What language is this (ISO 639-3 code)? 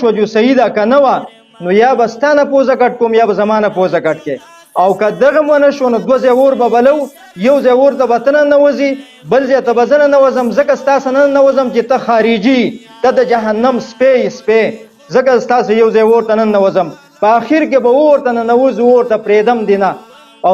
pus